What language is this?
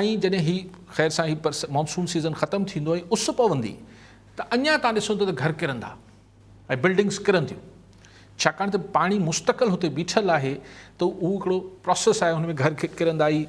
Sindhi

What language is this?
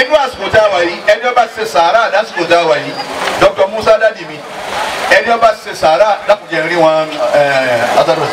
Yoruba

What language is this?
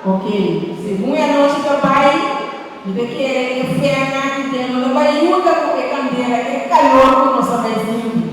Papiamento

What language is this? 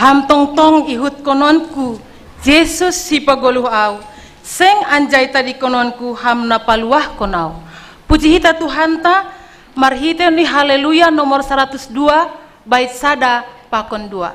Batak Simalungun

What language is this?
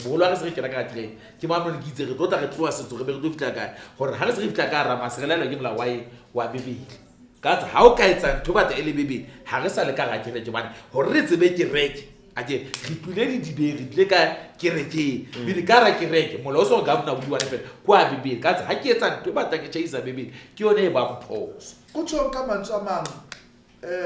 Southern Sotho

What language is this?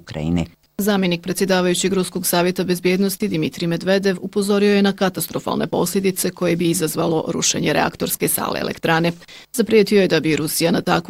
Bosnian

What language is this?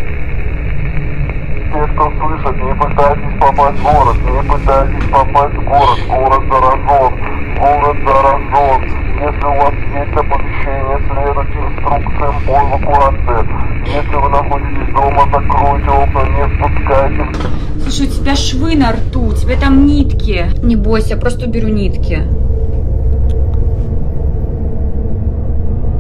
Russian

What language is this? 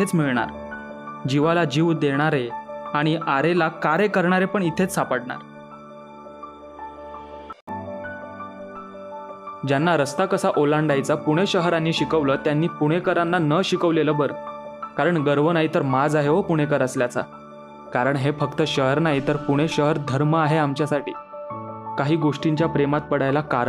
Marathi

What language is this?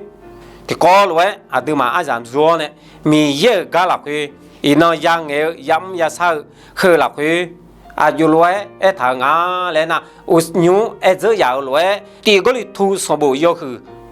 Akha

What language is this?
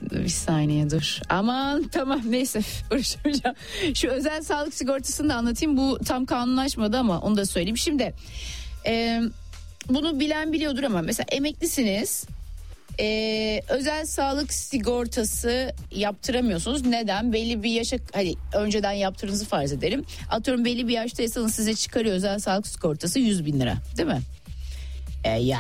Turkish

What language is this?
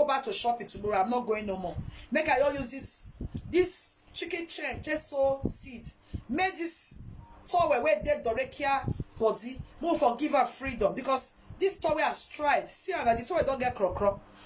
Nigerian Pidgin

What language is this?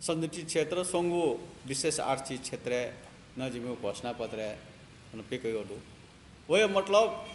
Newari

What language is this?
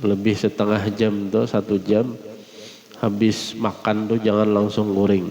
Banjar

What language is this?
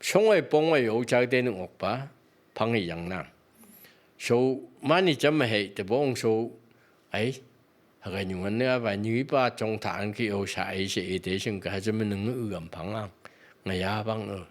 Phom Naga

